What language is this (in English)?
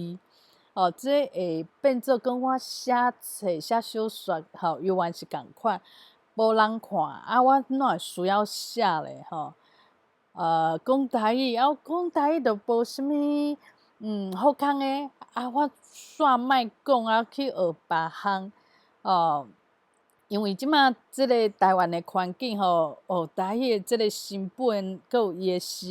Min Nan Chinese